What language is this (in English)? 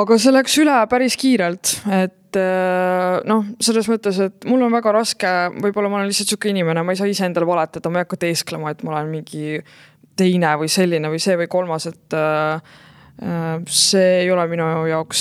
Estonian